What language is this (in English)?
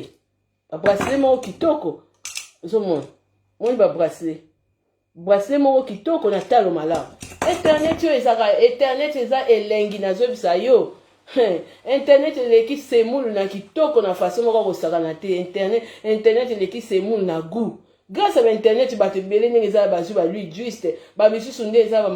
Lingala